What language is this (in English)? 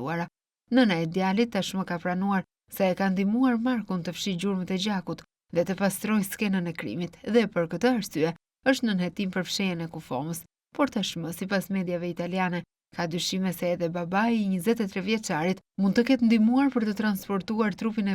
Albanian